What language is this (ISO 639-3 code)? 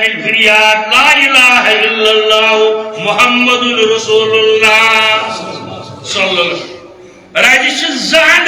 kas